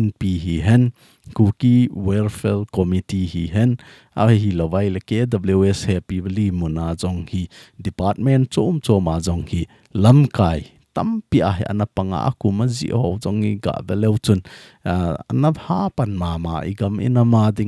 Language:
Thado Chin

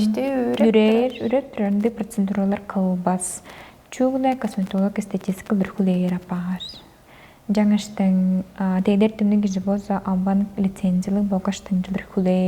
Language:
Tuvinian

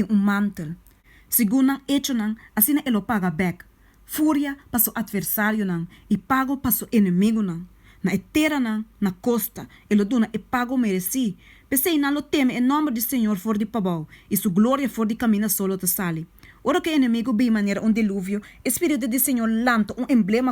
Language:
Papiamento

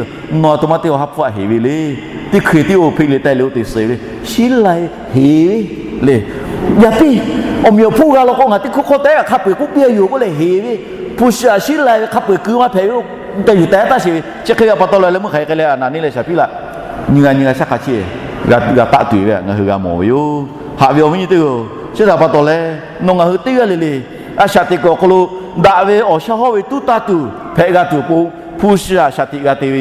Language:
Lahu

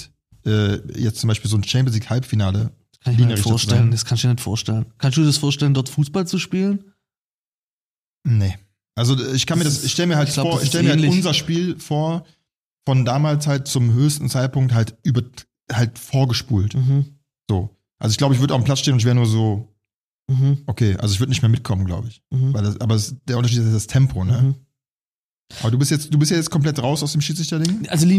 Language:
German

